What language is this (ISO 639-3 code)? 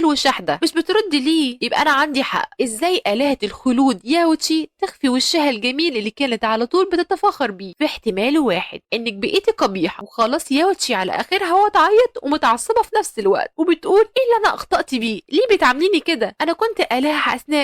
arz